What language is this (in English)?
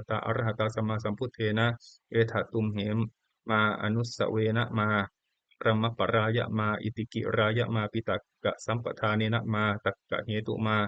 Pali